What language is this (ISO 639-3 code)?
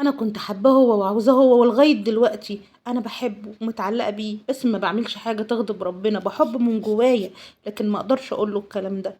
arz